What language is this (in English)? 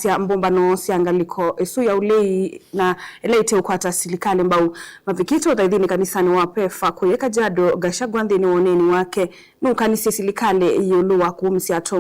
Kamba